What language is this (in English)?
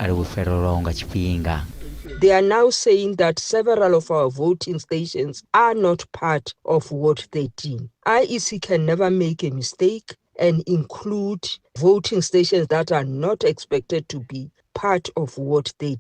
Venda